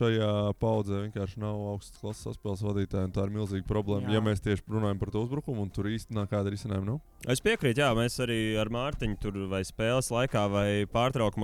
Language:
Latvian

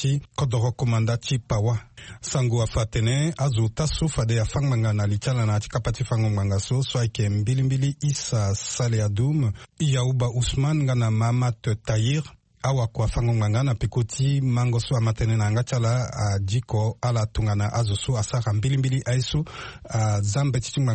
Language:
Sango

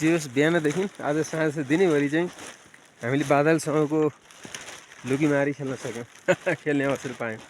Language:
Nepali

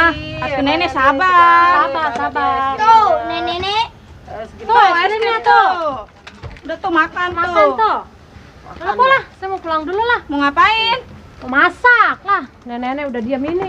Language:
Betawi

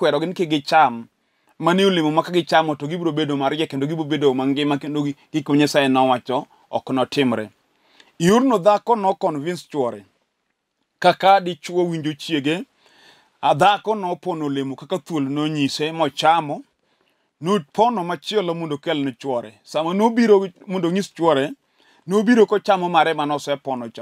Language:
Luo (Kenya and Tanzania)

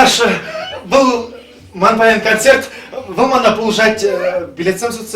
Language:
Chuvash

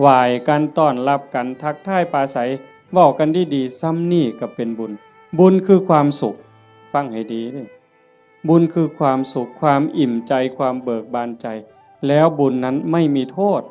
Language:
Northeastern Thai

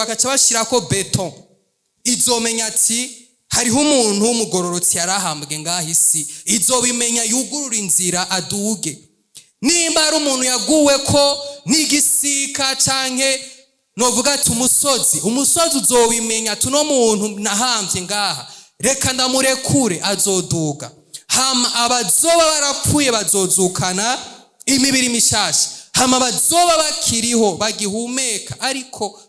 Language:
Rundi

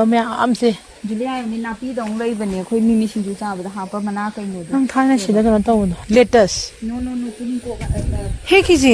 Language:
Manipuri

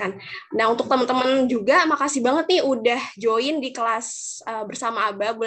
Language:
Indonesian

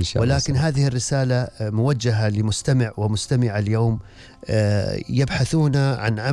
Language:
Gulf Arabic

